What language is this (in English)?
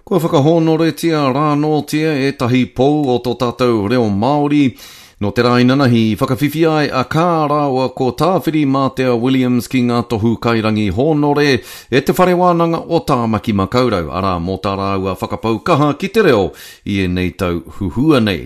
Māori